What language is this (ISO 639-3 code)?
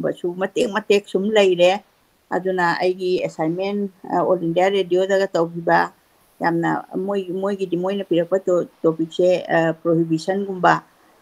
mni